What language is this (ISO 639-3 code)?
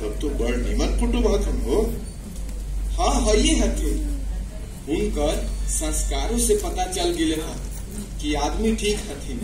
mag